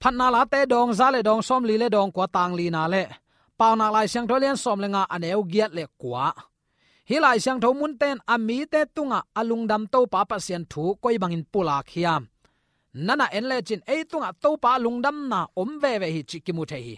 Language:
Tedim Chin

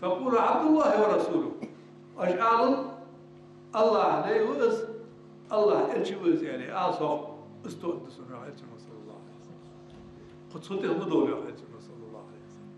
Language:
Ingush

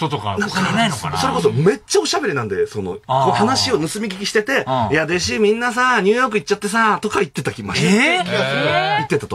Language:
Japanese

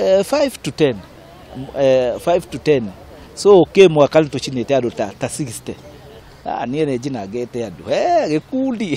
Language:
Kikuyu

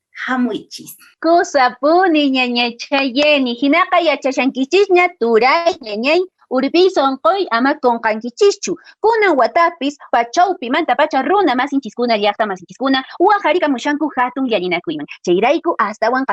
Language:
Quechua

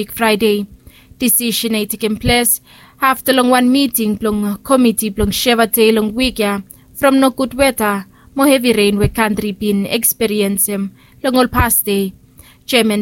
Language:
Bislama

